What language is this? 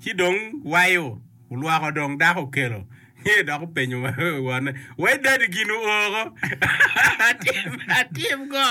Acoli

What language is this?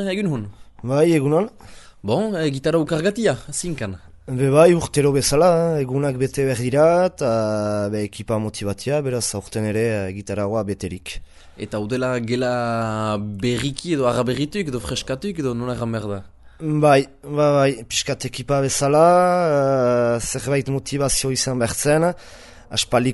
Basque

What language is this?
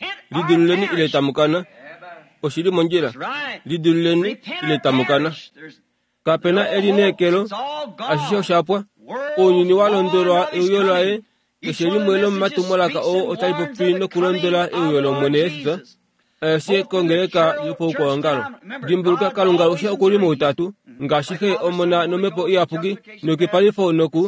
Kuanyama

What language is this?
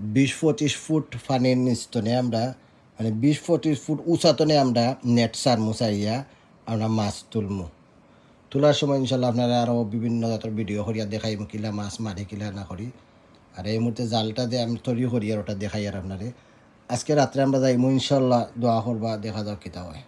Sylheti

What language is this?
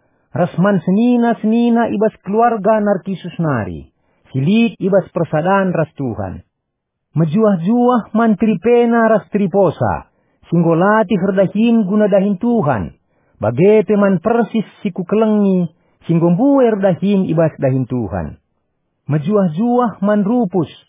Batak Karo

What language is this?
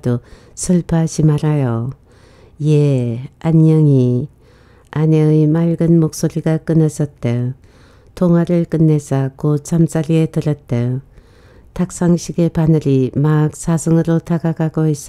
Korean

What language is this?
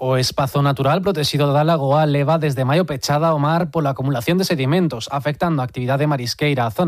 Galician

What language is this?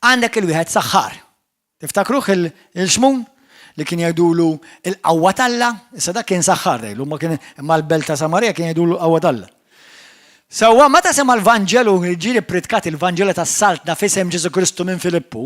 Maltese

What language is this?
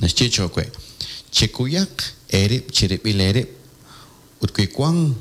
Kekchí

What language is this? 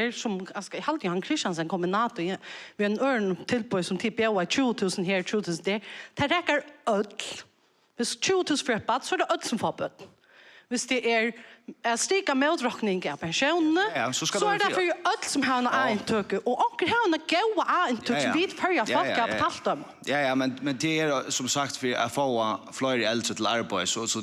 Faroese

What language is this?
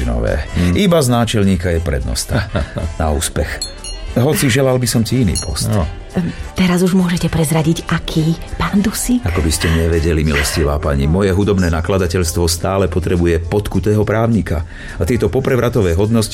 Slovak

